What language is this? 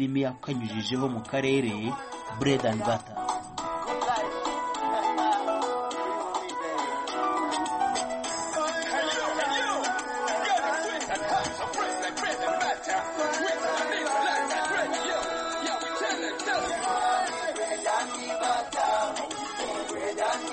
Kinyarwanda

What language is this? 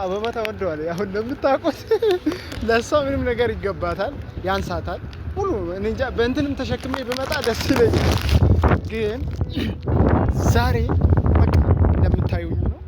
Amharic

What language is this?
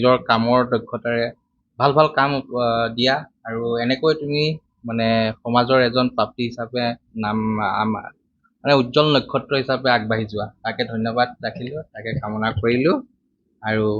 Assamese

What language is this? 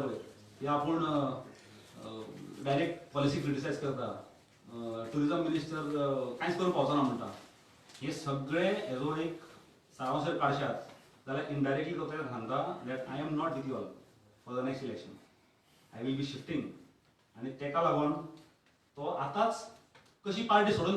Konkani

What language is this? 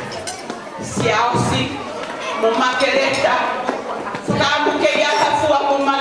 Tongan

